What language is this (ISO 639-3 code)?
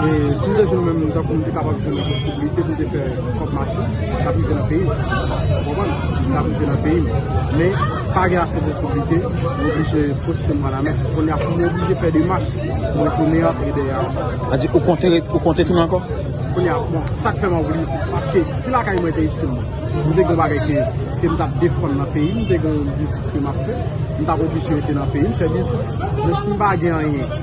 hat